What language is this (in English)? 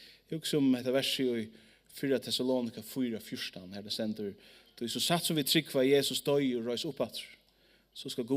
Faroese